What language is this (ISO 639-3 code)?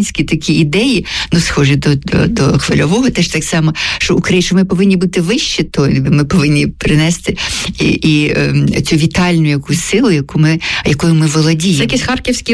ukr